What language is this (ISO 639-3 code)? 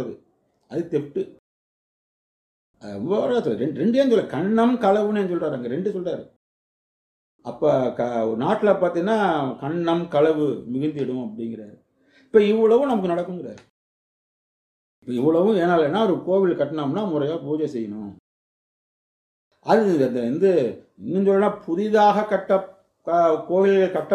tam